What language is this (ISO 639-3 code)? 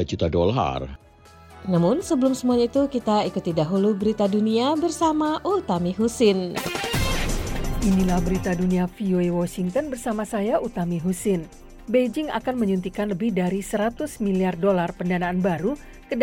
ind